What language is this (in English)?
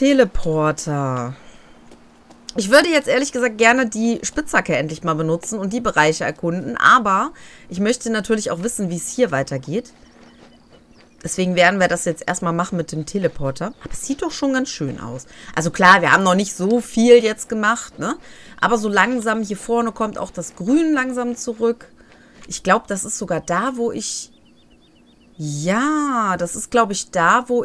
German